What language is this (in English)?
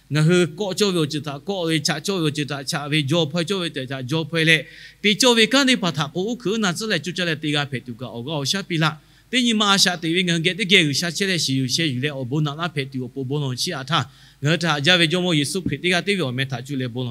Lahu